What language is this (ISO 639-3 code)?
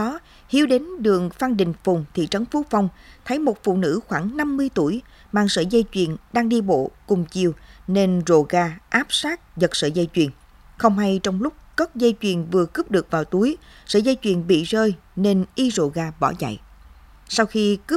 vie